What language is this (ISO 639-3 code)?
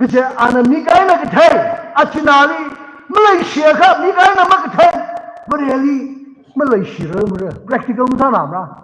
nmf